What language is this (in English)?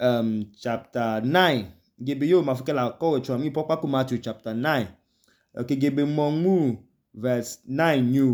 Idoma